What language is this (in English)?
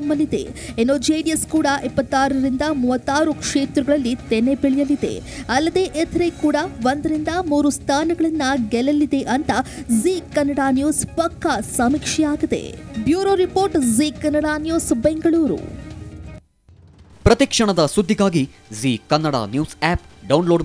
Kannada